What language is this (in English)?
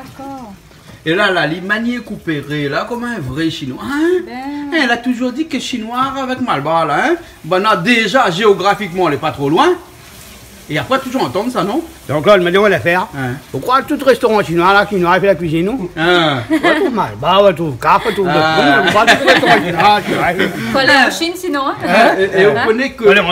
Réunion Creole French